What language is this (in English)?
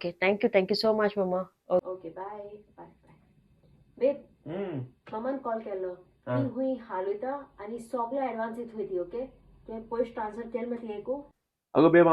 Konkani